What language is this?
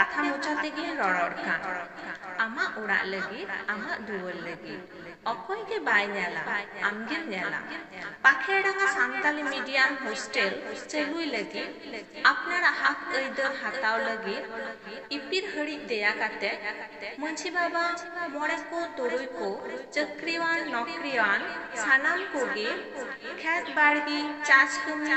Santali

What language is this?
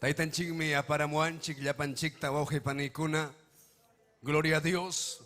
Ayacucho Quechua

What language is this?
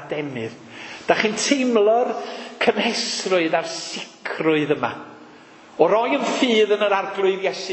Welsh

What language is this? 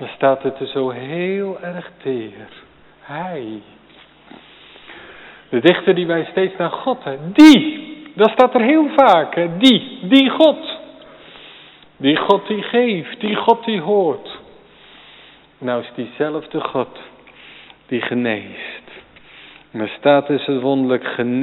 Dutch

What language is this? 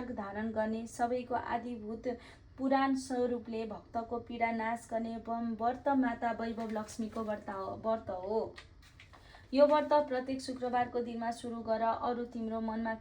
Nepali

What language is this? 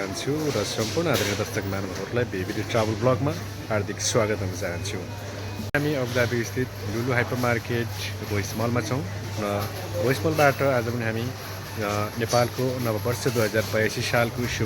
Nepali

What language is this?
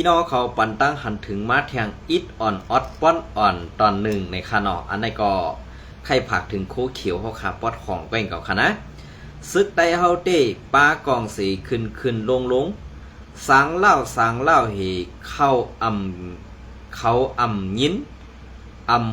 Shan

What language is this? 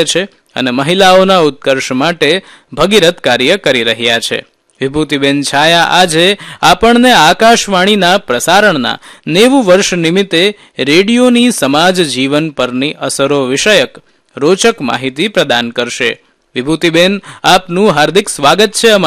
Gujarati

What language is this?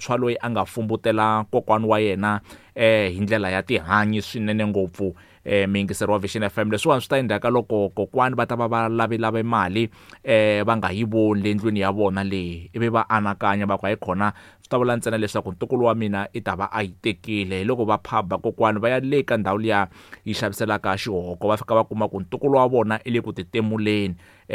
Tsonga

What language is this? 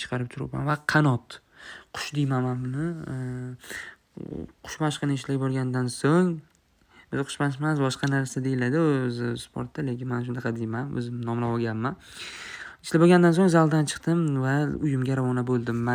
Uzbek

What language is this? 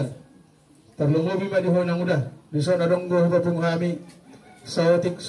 Batak Toba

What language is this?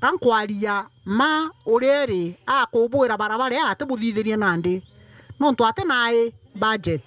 Meru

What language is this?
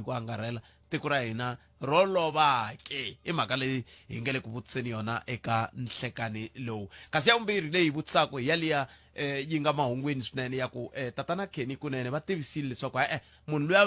Tsonga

